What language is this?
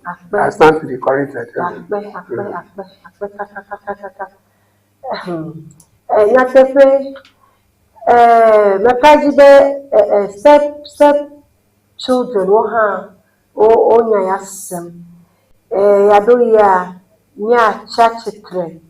Ewe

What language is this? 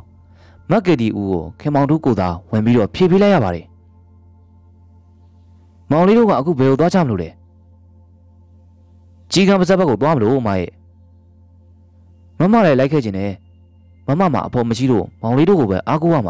Burmese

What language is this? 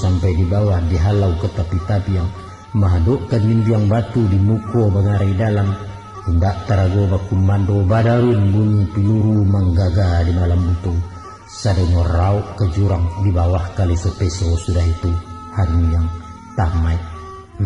Minangkabau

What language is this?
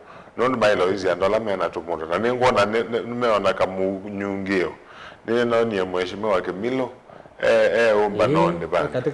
Kamba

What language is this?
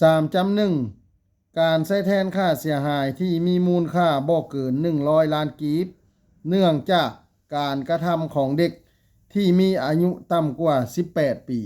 Lao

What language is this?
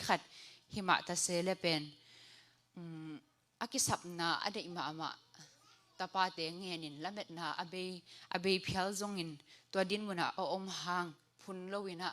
Tedim Chin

